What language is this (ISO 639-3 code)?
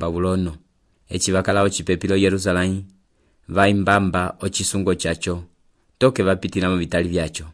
umb